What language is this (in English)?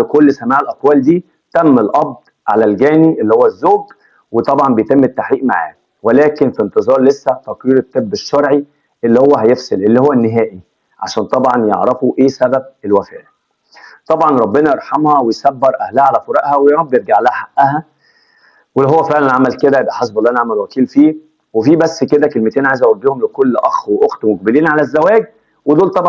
Egyptian Arabic